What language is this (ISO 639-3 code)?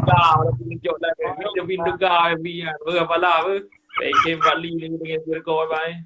ace